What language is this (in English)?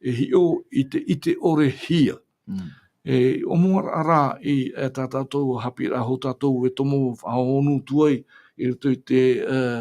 Tahitian